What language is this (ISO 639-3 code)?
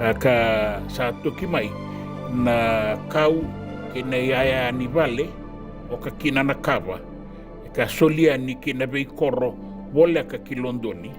fij